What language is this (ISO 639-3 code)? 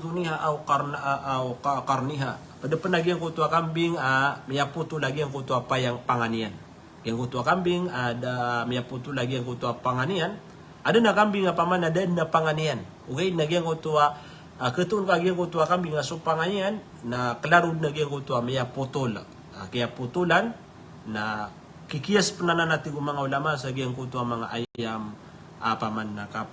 mrw